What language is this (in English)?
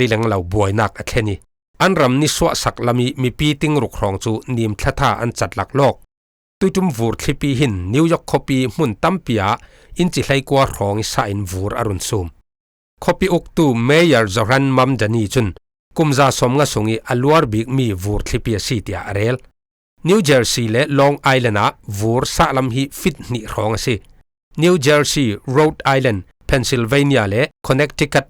Falam Chin